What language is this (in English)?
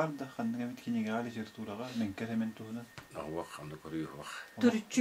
Yakut